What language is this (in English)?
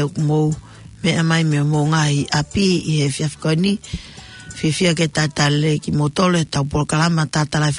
Tongan